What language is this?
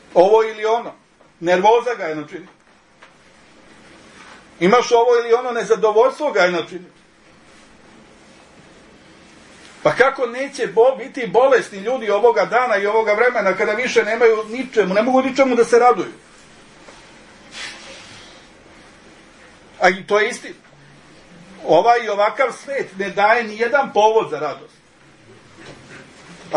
Serbian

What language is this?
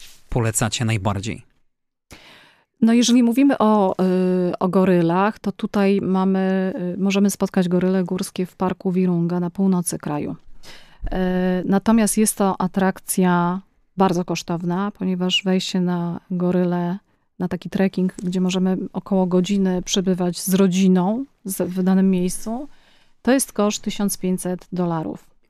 Polish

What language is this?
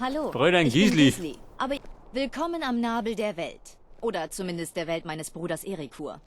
Bavarian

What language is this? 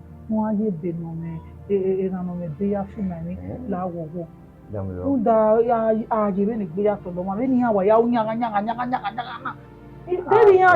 Bini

